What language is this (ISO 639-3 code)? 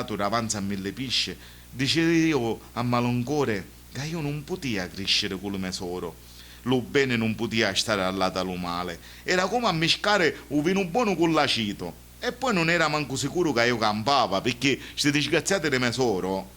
scn